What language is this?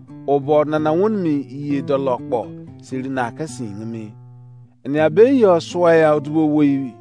Izon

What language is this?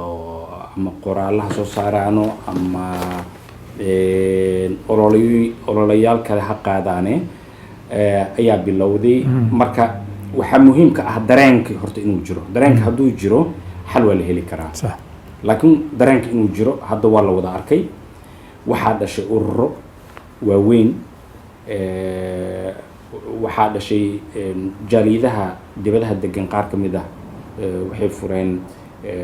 Somali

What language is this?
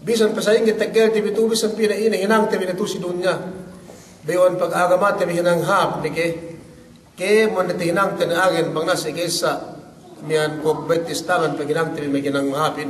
Yakan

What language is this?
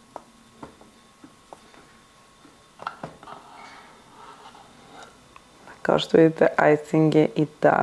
Serbian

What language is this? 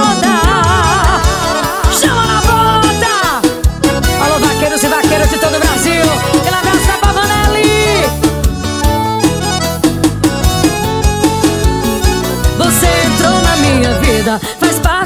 Portuguese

